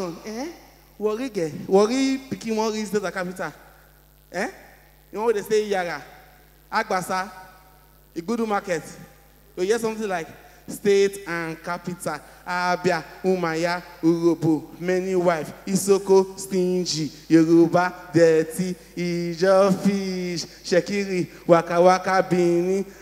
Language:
Nigerian Pidgin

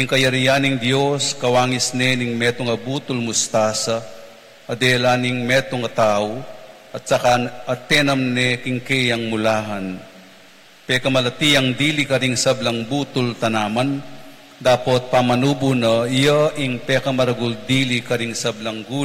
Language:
Pampanga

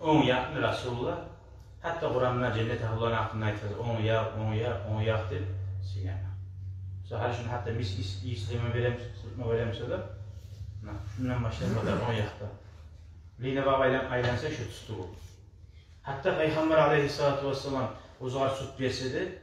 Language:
Kumyk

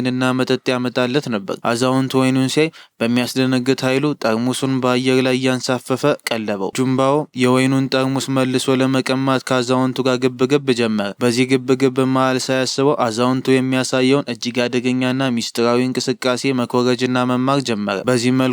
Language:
Amharic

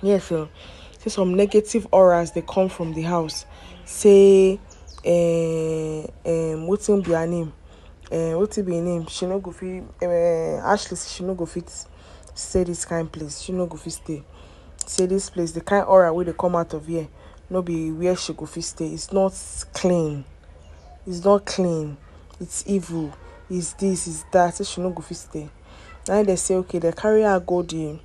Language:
Nigerian Pidgin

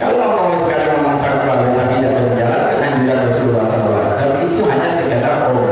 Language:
Musi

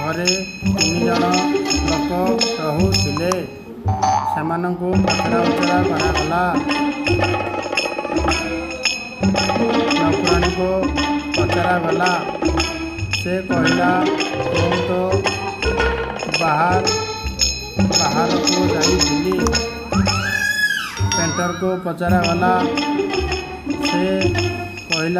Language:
Odia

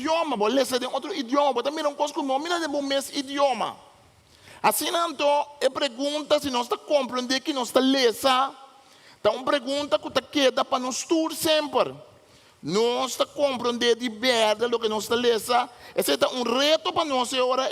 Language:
Papiamento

